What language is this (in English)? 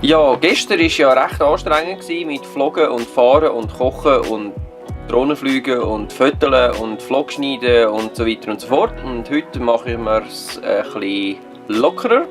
Swiss German